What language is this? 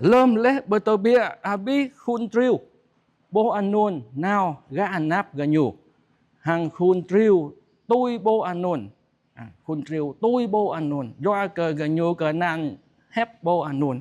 Jarai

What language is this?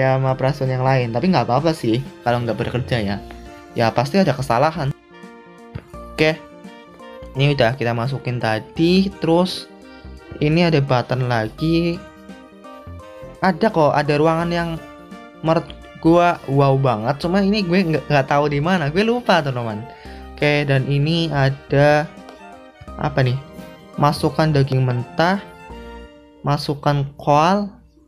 Indonesian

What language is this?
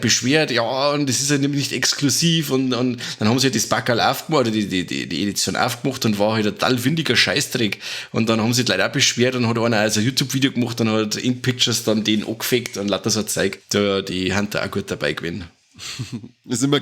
Bavarian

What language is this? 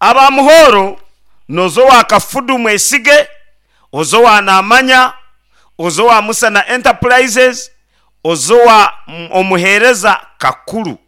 Nyankole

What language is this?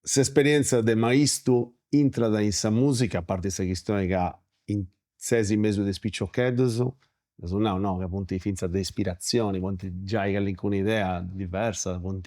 Sardinian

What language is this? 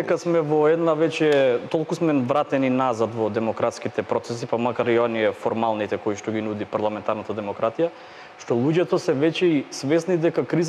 Macedonian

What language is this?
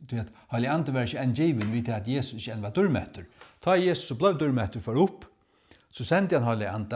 Faroese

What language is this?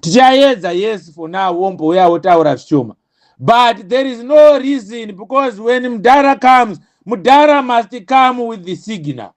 Shona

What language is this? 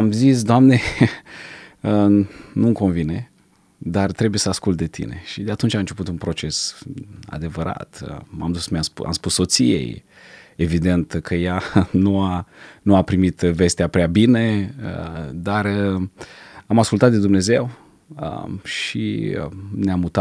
Romanian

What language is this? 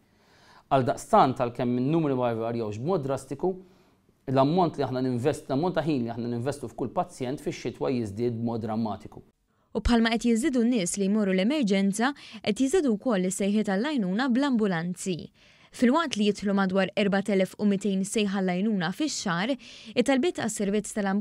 Maltese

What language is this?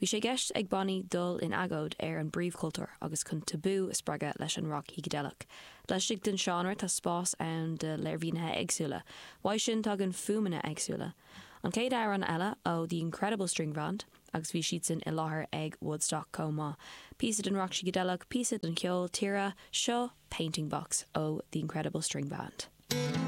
Irish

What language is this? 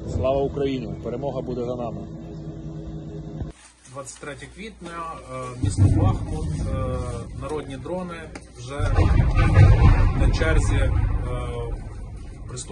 Ukrainian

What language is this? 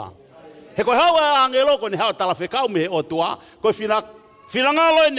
Tongan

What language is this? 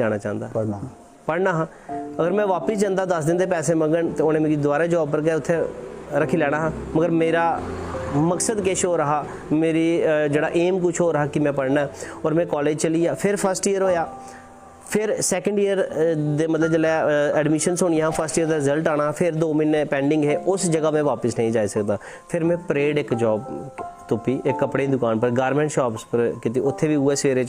Dogri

